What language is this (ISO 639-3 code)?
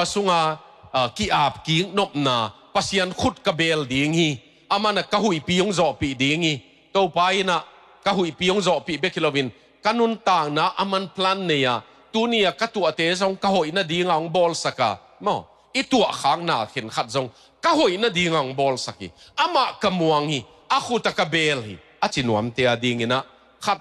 ctd